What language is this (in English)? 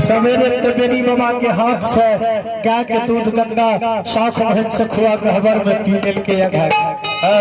Maithili